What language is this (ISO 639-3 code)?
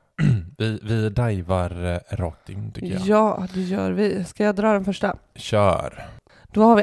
swe